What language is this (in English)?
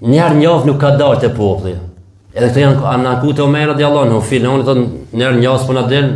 Albanian